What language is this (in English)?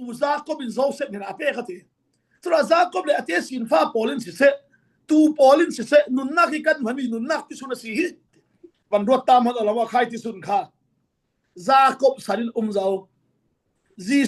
Falam Chin